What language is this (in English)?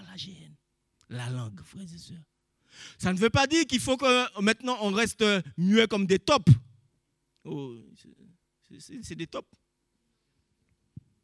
French